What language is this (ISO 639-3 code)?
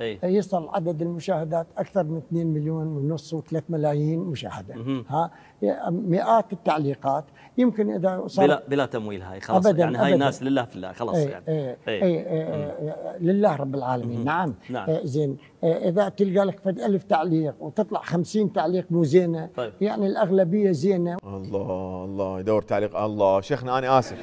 acm